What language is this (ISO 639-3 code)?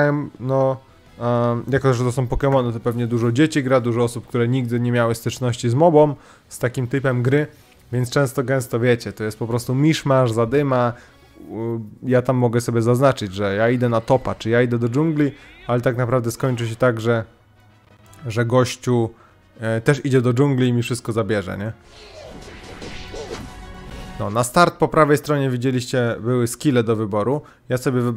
pol